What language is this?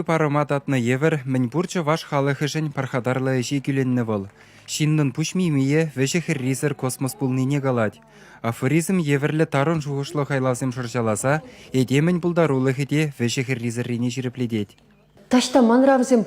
Chuvash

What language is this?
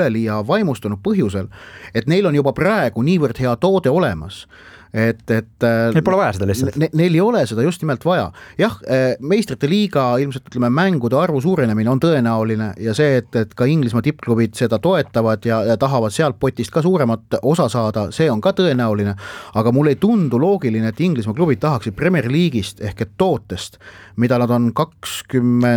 Estonian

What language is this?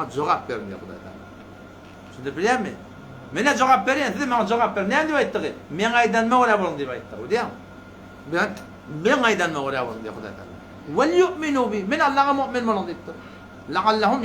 Turkmen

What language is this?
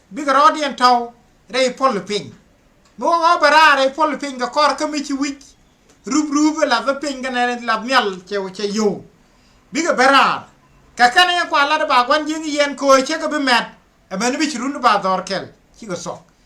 Nuer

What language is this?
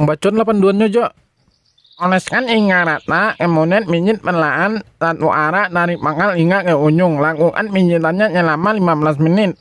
Minangkabau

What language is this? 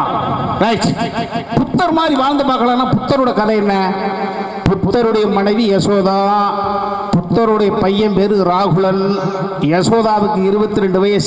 Tamil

